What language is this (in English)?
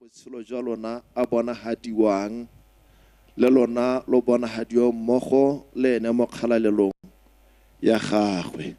Tswana